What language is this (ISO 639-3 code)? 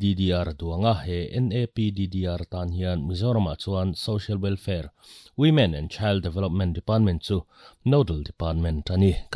lus